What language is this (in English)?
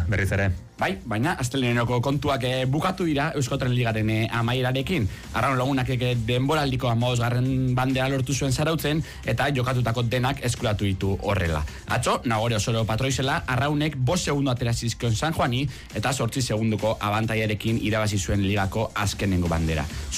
Basque